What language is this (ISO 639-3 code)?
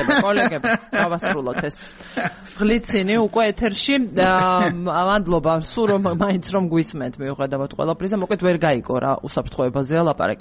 kat